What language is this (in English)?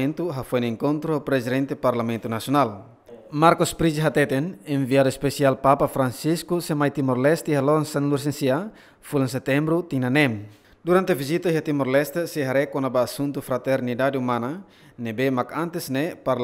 Tetum